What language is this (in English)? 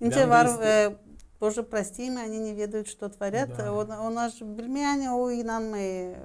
Gagauz